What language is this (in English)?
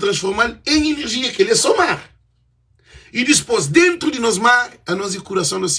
Kabuverdianu